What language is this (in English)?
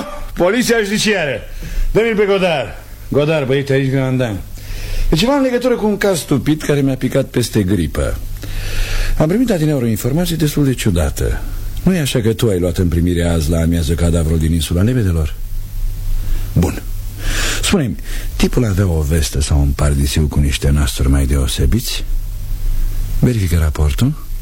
Romanian